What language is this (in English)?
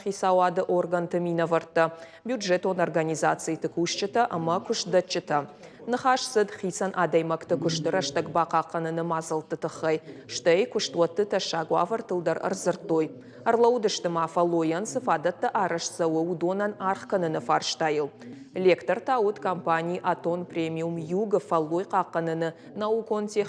Ossetic